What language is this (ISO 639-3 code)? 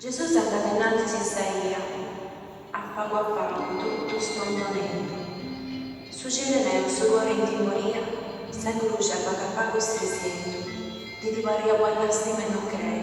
srd